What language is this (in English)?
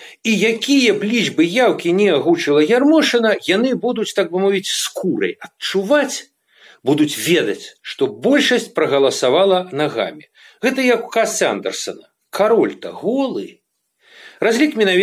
Belarusian